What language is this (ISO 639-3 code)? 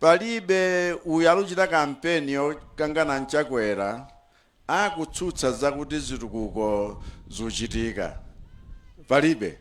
nya